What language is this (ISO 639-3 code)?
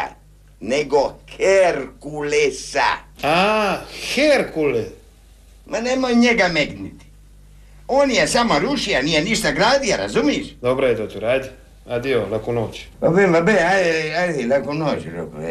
hrv